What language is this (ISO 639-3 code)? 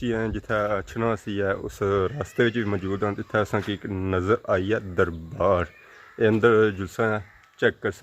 phr